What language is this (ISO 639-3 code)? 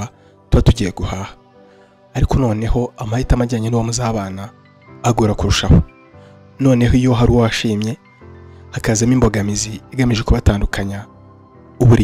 kin